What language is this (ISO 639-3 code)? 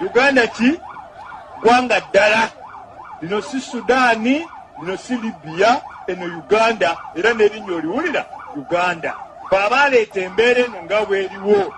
lug